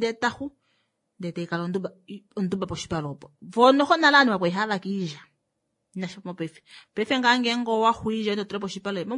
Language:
Kuanyama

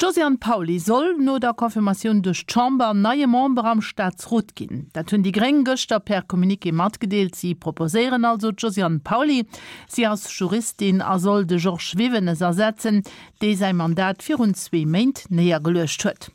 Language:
Luxembourgish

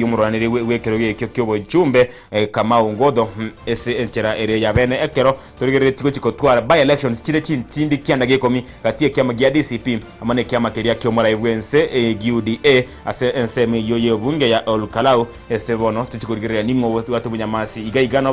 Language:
Gusii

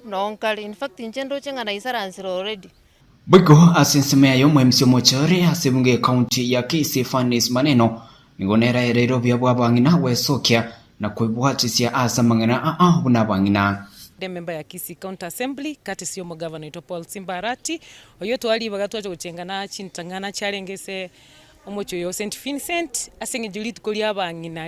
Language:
Gusii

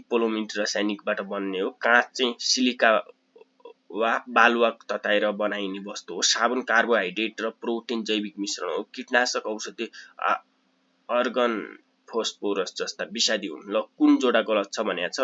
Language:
Nepali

